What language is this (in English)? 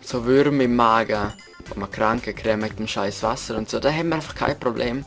Swiss German